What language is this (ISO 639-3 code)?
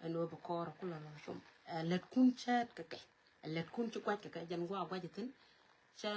nus